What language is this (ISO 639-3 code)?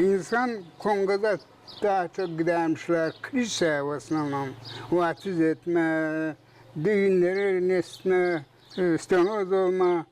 gag